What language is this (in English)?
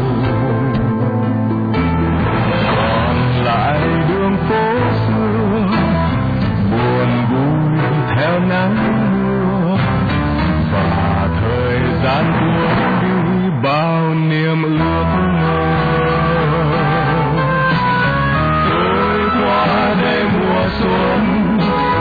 Vietnamese